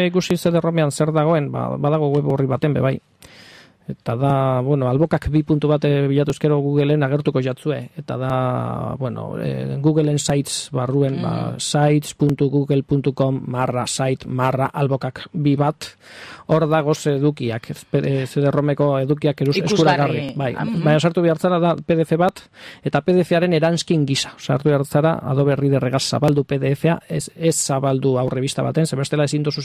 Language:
Basque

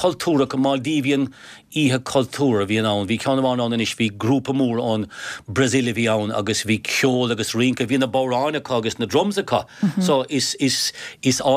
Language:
Irish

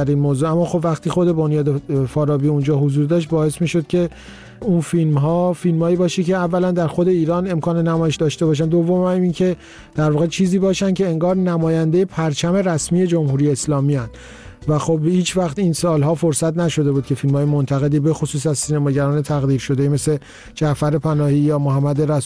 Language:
Persian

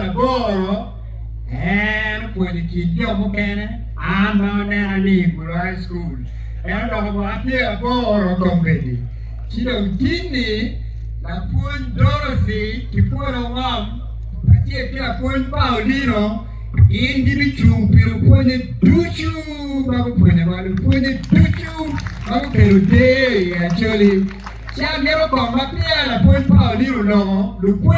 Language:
Acoli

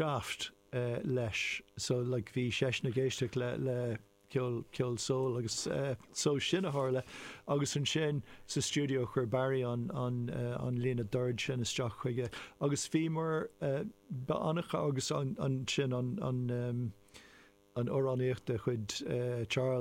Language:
Irish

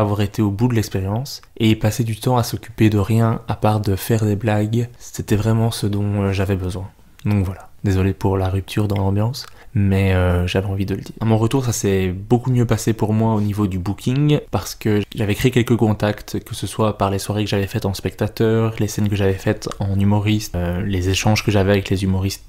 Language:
French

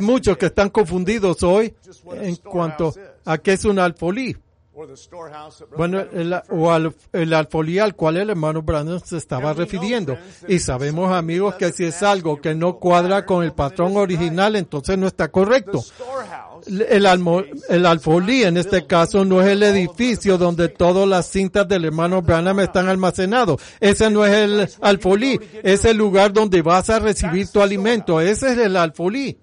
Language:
Spanish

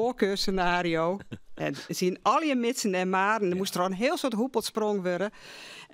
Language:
Western Frisian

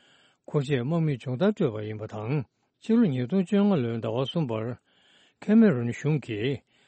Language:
Tibetan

